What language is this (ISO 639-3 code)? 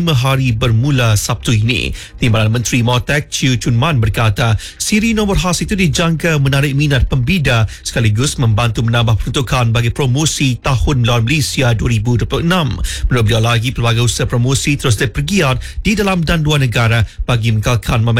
msa